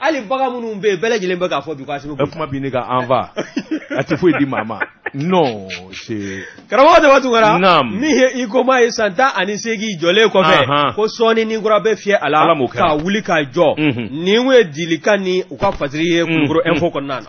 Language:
Bambara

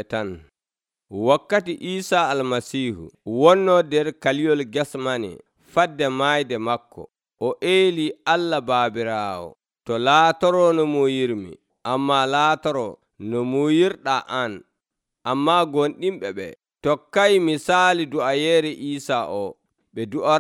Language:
Nigerian Fulfulde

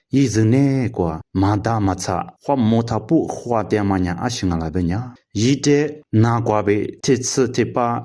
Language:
Lisu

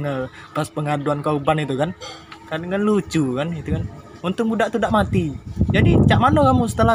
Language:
Musi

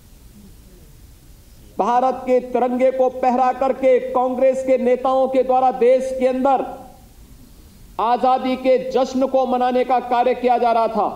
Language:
Hindi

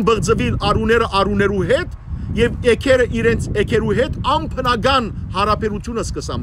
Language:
Western Armenian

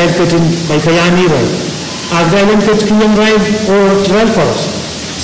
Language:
Pohnpeian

